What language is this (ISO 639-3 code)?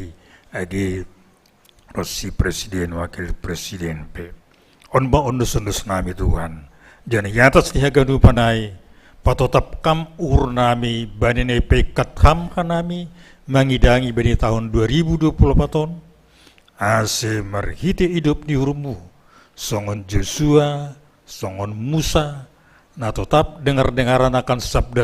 bts